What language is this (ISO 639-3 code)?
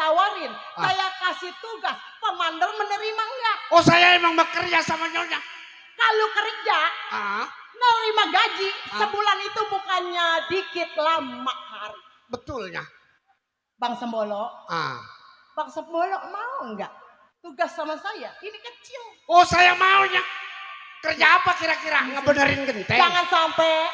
bew